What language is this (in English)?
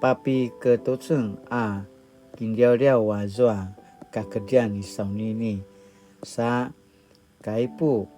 Paiwan